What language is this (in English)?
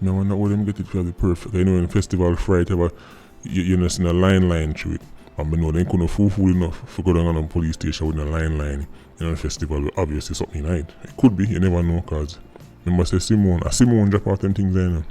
Jamaican Creole English